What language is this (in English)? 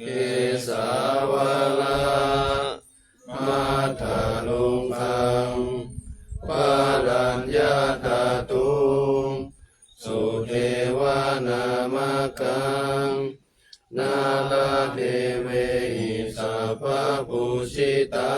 Pali